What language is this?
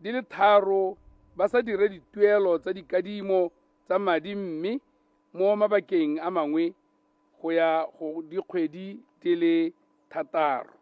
Tswana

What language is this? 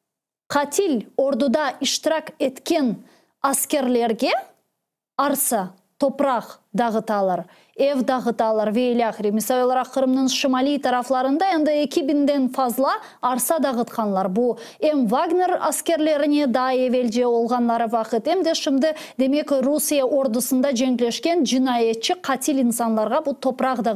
Crimean Tatar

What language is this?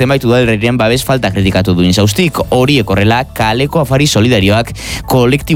Basque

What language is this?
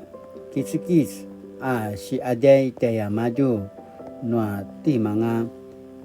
Paiwan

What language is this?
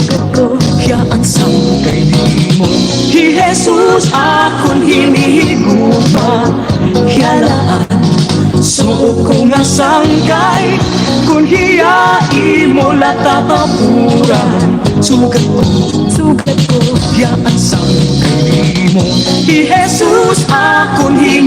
Waray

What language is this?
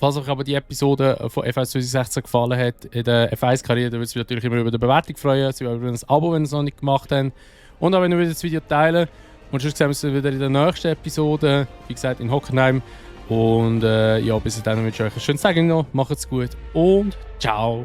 Swiss German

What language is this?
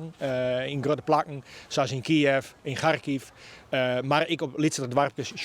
Western Frisian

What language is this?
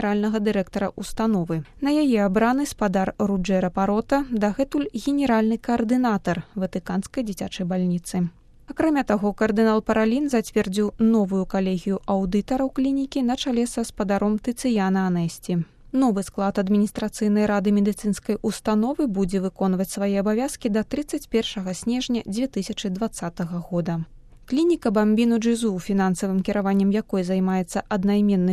Belarusian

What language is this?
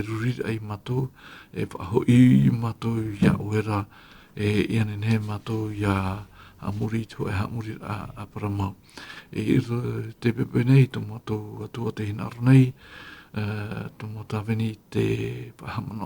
Tahitian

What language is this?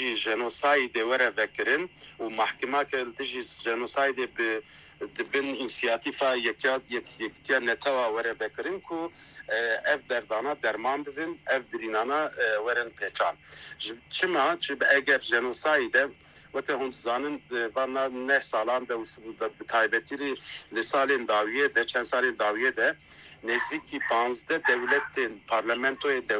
Kurdish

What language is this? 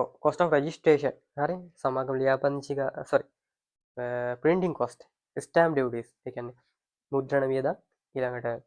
Sinhala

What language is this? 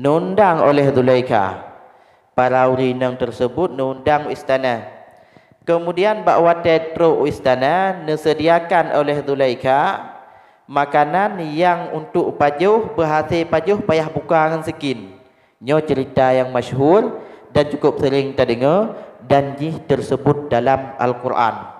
Achinese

